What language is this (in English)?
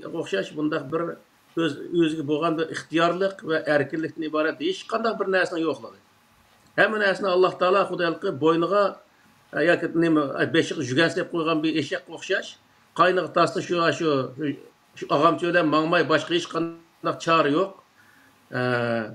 Uyghur